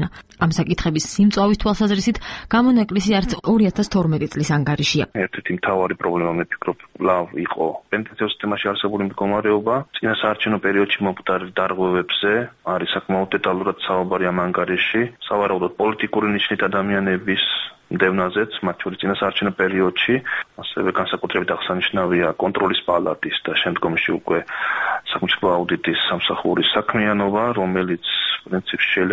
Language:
Georgian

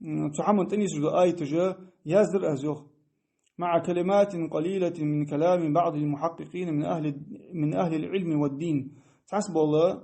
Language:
Ingush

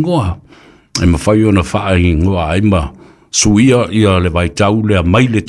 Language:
Samoan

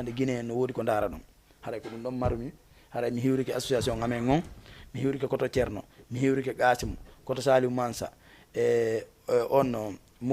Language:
Fula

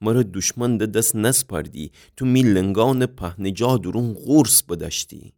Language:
Gilaki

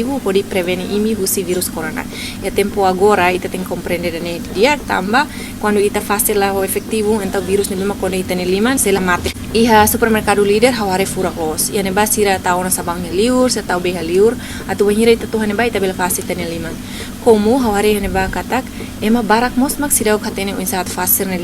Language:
Tetum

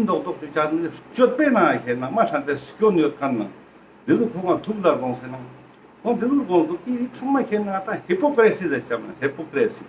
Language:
Ladakhi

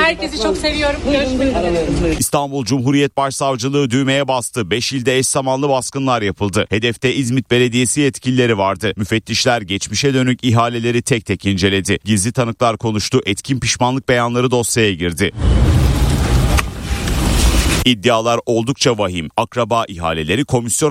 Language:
Turkish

